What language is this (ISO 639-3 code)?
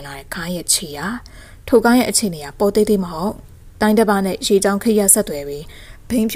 mya